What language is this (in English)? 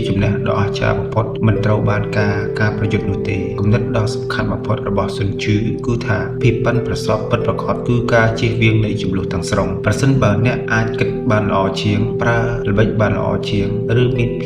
Khmer